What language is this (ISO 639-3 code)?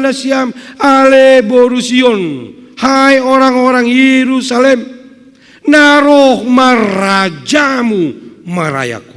bts